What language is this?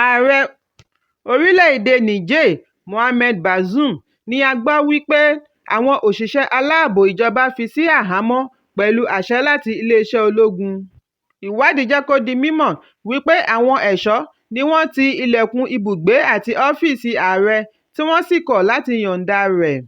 Yoruba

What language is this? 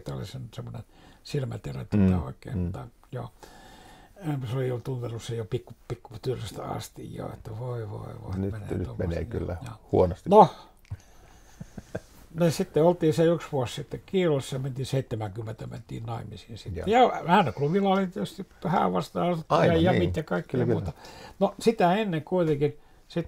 Finnish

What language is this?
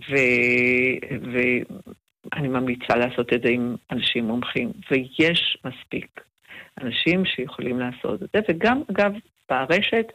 Hebrew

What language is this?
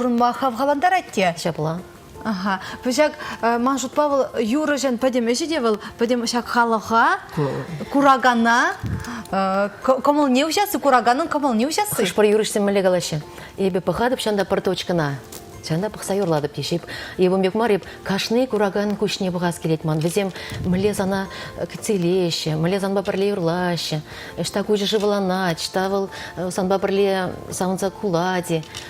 Chuvash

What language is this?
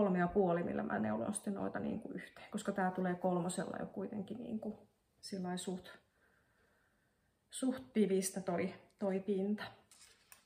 Finnish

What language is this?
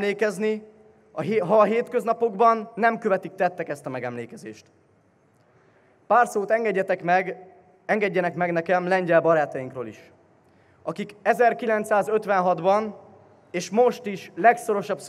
Hungarian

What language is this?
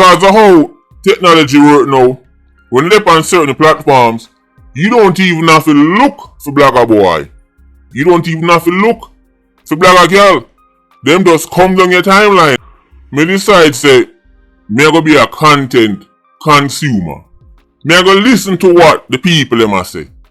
Jamaican Creole English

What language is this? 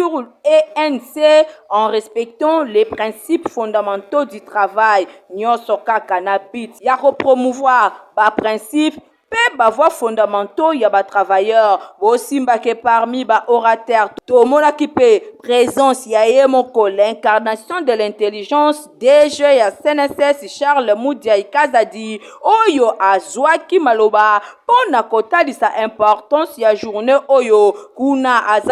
Lingala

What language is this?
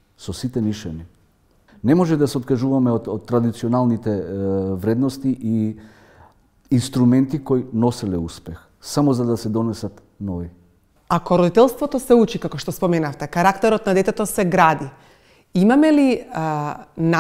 Macedonian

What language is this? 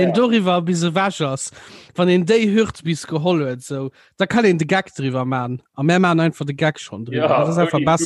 Luxembourgish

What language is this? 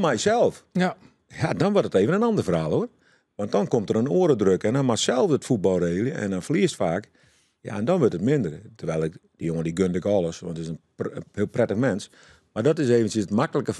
Western Frisian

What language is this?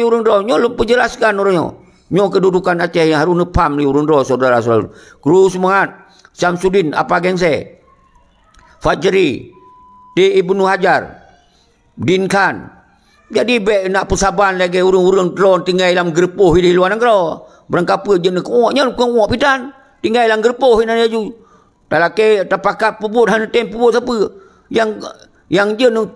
Achinese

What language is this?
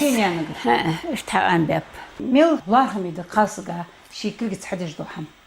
Ingush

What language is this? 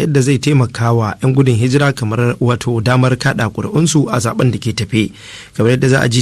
Hausa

